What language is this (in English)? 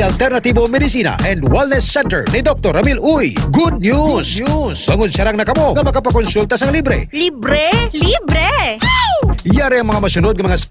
Hiligaynon